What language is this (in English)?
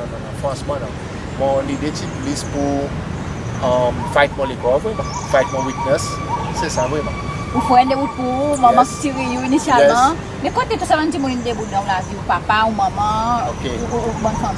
Seselwa Creole French